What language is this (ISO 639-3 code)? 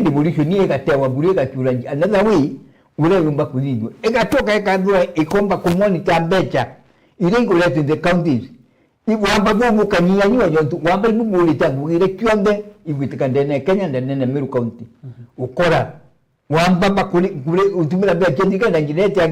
mer